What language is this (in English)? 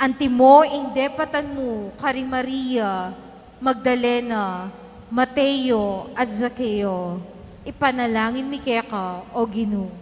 Pampanga